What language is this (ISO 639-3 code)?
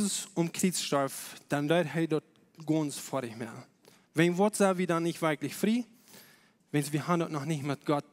pdt